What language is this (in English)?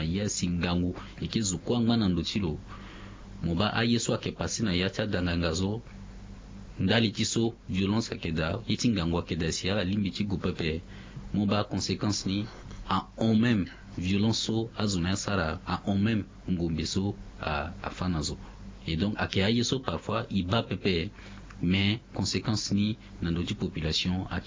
Sango